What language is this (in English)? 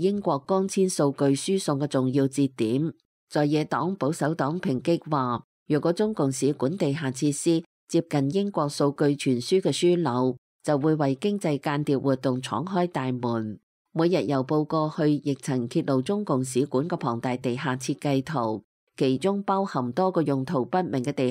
Cantonese